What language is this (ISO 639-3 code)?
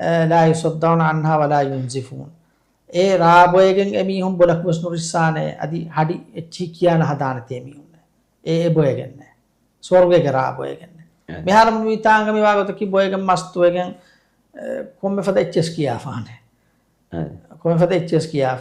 div